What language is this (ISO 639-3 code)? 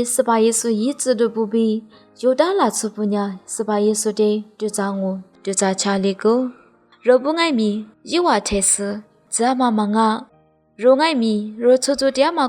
lis